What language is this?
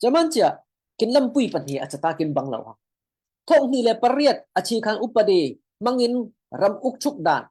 Falam Chin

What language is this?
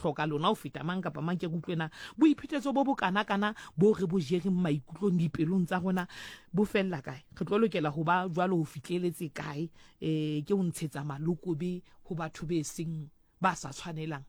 Southern Sotho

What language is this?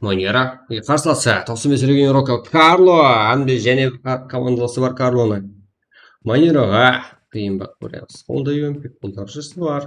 Kara-Kalpak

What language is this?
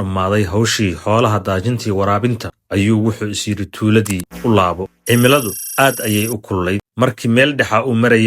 Somali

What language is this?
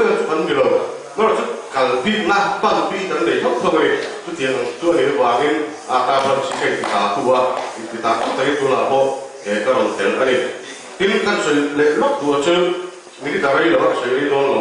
Mizo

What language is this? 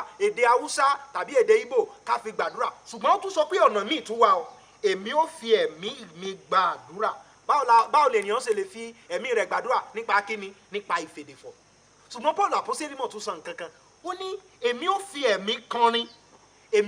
Yoruba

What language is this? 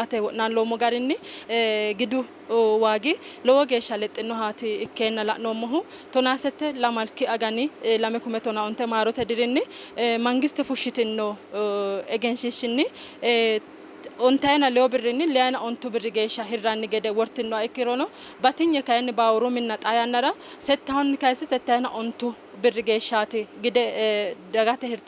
Sidamo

